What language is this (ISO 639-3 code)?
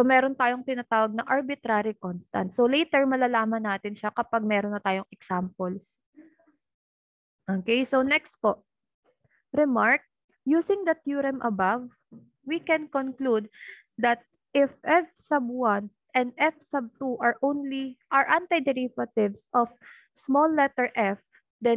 fil